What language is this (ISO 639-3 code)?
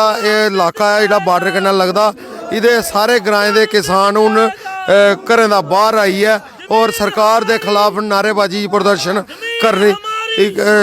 doi